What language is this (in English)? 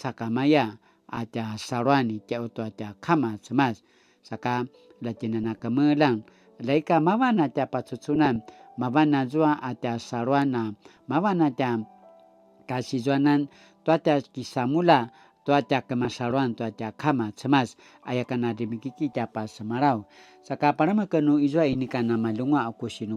Paiwan